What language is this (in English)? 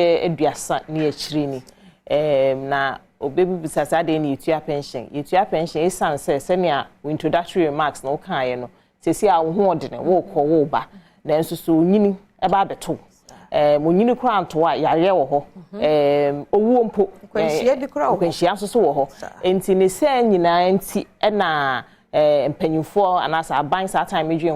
Akan